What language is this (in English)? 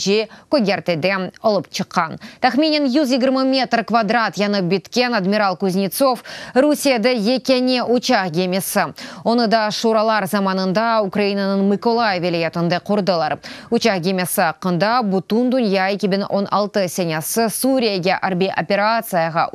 Crimean Tatar